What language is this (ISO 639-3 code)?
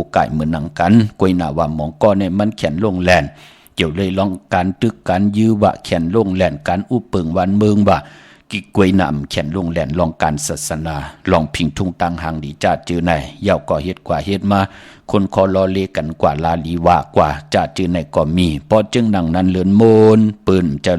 shn